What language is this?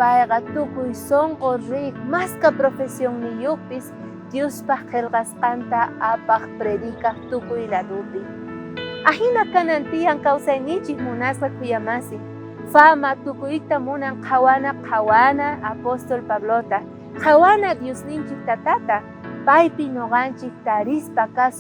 South Bolivian Quechua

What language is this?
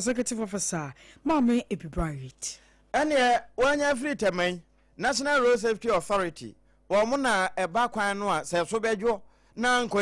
Akan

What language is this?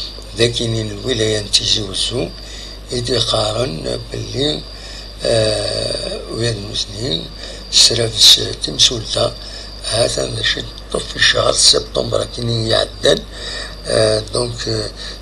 Kabyle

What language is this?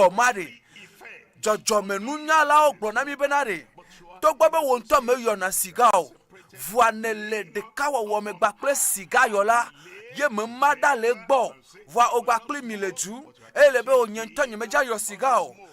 Ewe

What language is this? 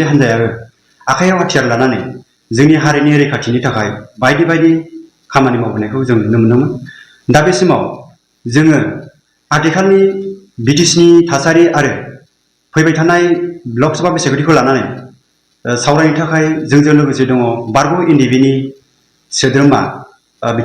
Bodo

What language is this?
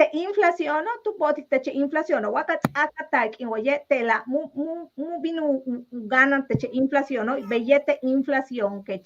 Yucateco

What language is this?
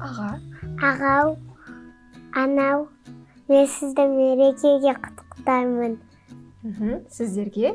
Kazakh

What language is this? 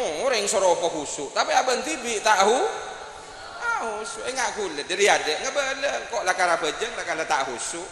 Madurese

